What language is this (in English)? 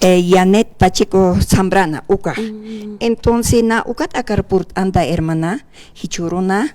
Aymara